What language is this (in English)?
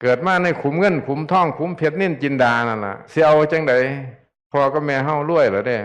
Northeastern Thai